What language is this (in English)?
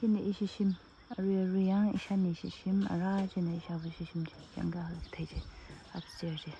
Tangkhul Naga (India)